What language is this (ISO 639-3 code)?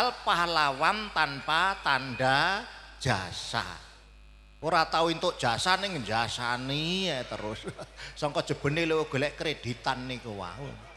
jav